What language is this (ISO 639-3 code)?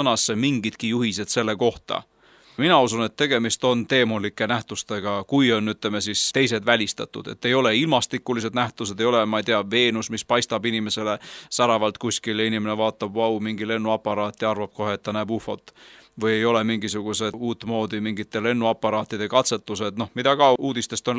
est